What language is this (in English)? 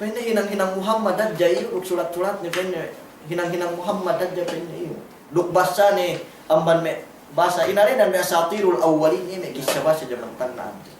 Yakan